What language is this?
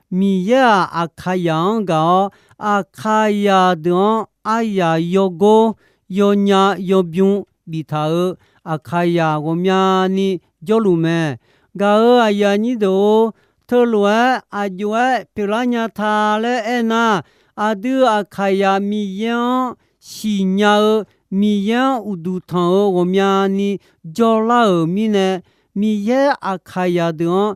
Akha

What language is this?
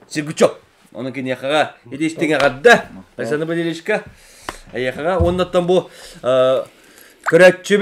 Yakut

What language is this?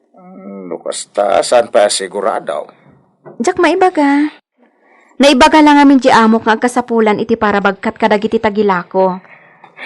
Iloko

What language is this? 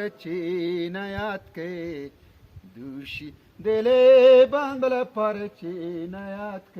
Eastern Balochi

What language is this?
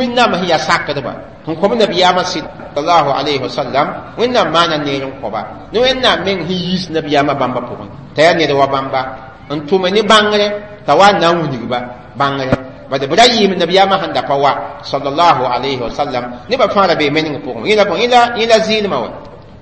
Mossi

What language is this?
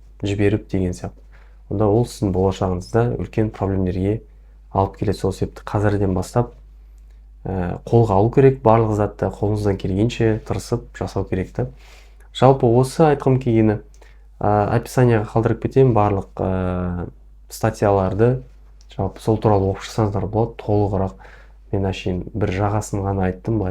Kazakh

